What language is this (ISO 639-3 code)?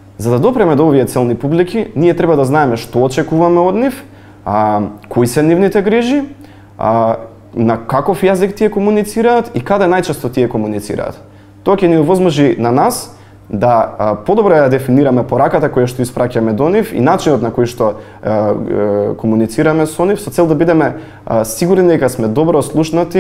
mkd